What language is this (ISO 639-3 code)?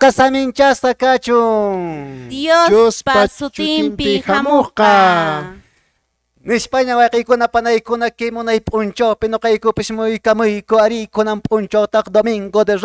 que